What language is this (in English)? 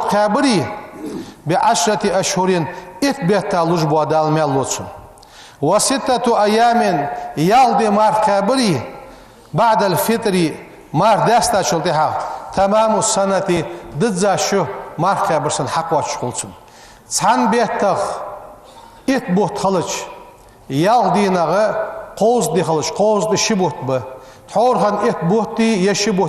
Ingush